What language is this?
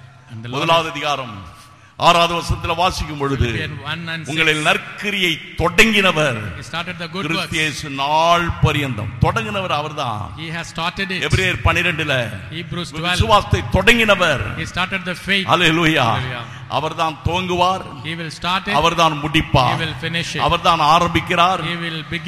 Tamil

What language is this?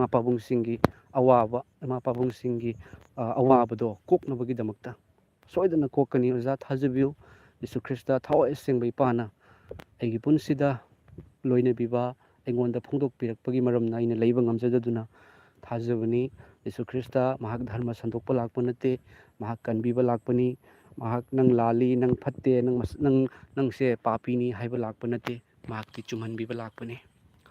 Manipuri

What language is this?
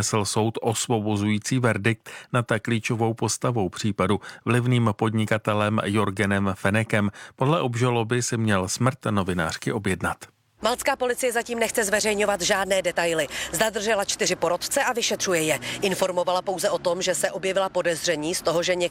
Czech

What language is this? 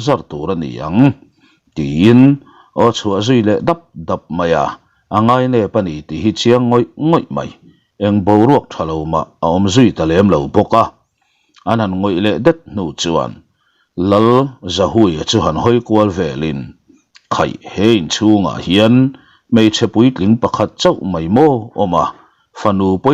Mizo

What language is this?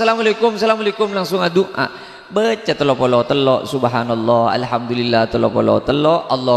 Madurese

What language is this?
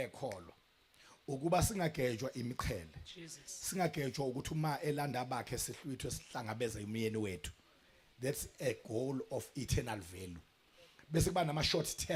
Zulu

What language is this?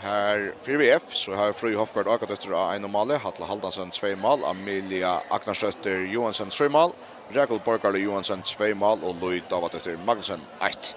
Faroese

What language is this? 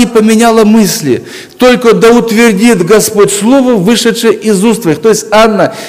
Russian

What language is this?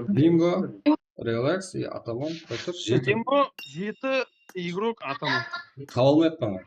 Kara-Kalpak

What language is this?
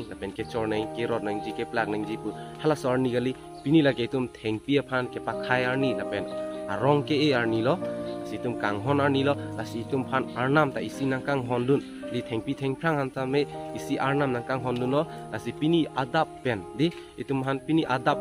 Karbi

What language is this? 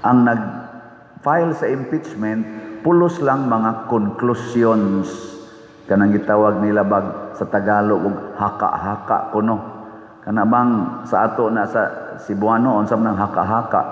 Cebuano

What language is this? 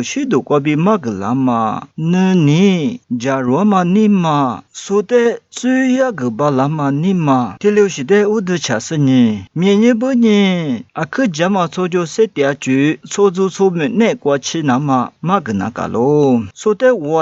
Lisu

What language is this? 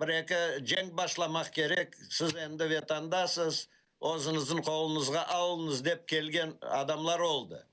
Crimean Tatar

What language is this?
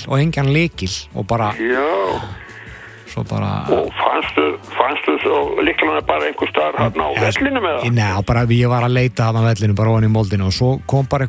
Icelandic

